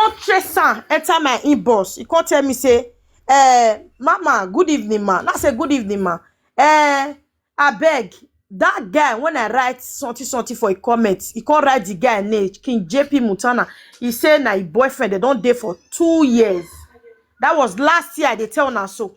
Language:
Nigerian Pidgin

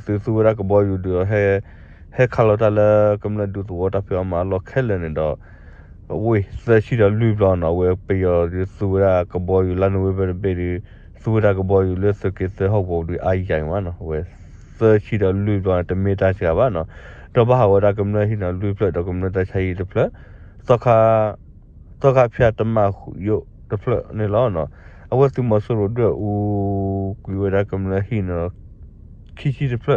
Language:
S'gaw Karen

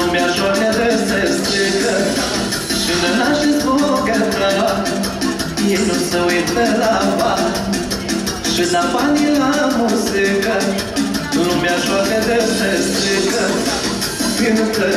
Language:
Romanian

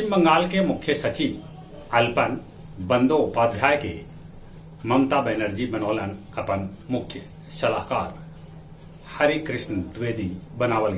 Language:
Magahi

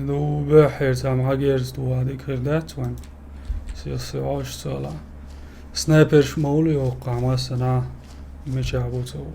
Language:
Chechen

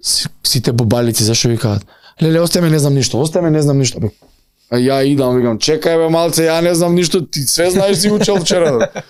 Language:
Macedonian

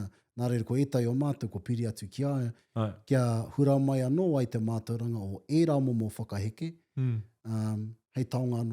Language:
Māori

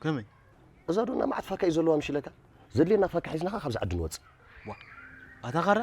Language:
Tigrinya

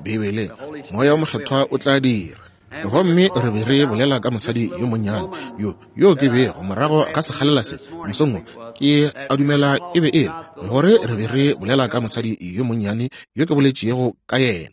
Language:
Northern Sotho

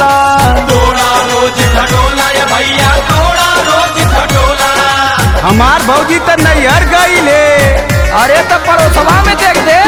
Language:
Bhojpuri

